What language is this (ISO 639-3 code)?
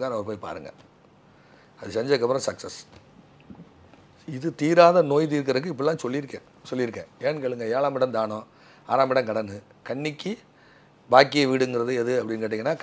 tam